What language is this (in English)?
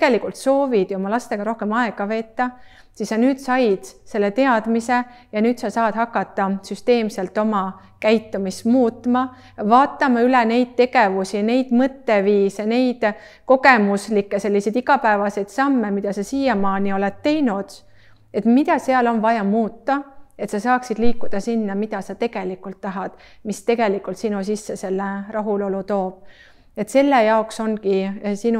Estonian